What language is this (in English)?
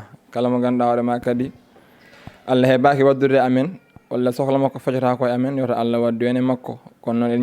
Fula